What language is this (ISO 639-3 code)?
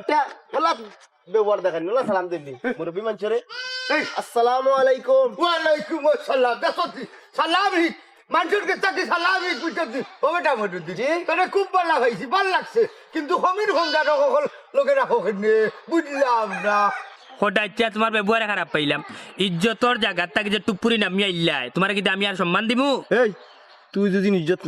syl